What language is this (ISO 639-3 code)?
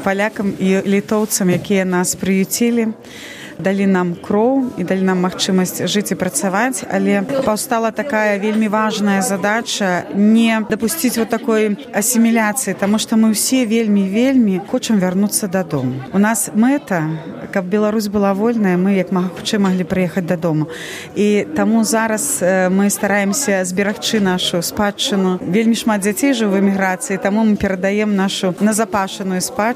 bel